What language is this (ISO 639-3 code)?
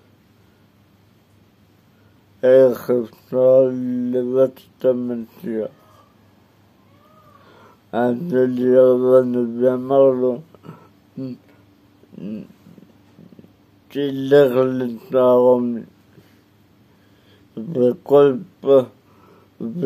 heb